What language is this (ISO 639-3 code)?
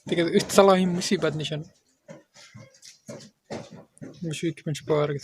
kas